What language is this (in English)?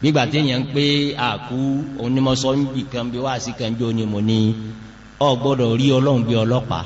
Yoruba